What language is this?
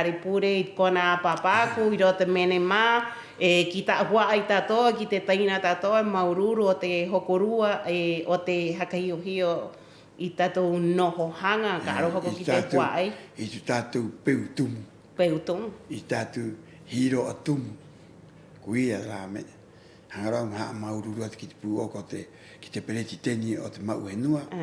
Rapanui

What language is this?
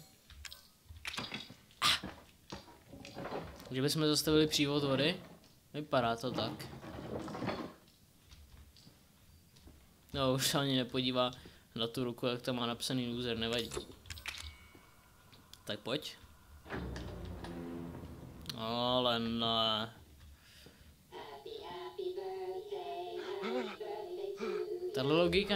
Czech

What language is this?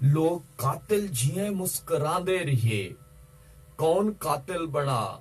Saraiki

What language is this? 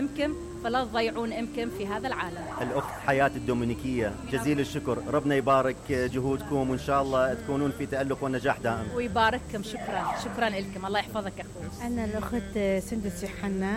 Mesopotamian Arabic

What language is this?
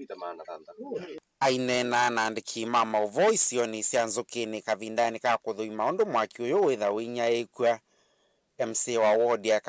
Kamba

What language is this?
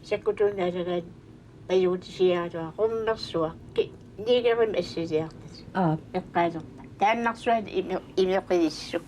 Kalaallisut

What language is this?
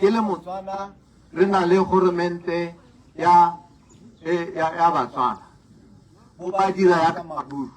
Tswana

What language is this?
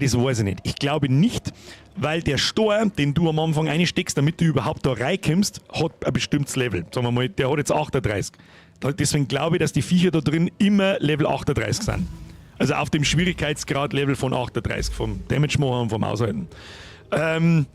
Bavarian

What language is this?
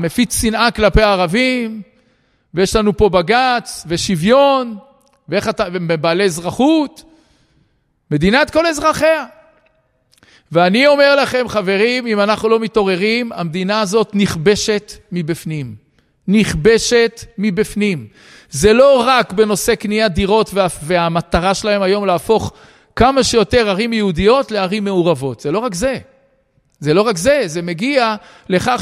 Hebrew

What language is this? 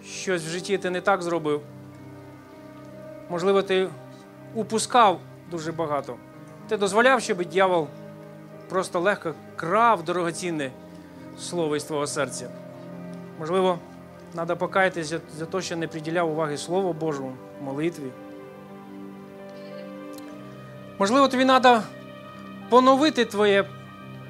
Ukrainian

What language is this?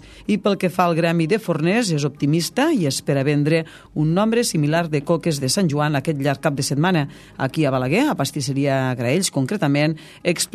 Catalan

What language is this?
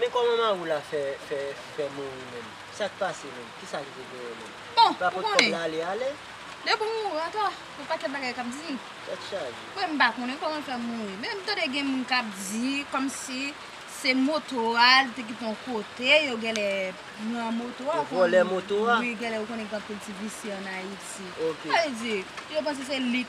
Haitian Creole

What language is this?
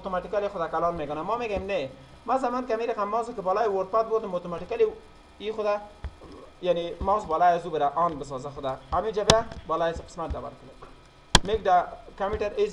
Persian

